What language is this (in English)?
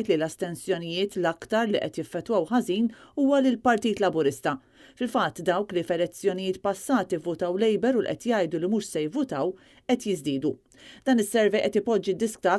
Maltese